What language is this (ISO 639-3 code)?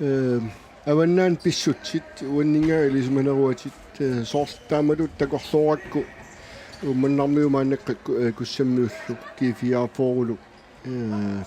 kal